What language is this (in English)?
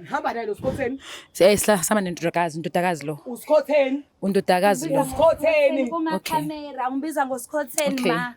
Zulu